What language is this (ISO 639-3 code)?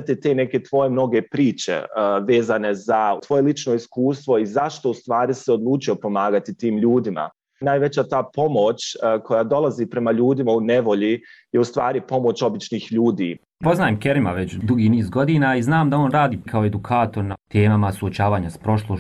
bos